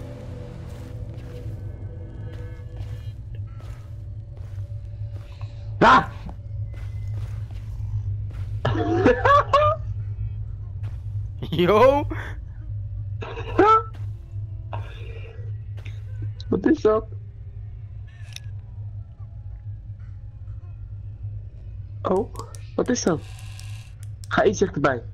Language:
Dutch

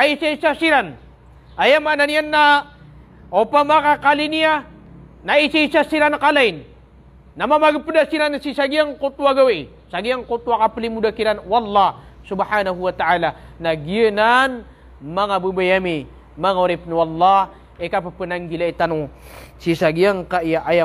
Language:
Maranao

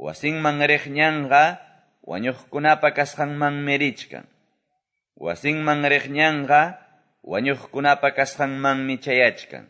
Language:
Quechua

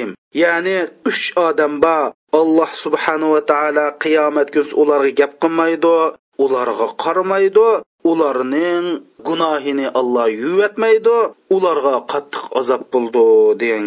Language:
Uyghur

